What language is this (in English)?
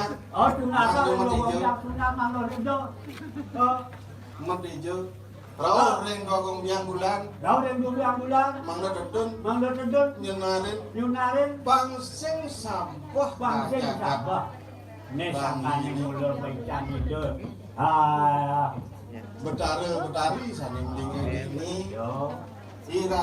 Balinese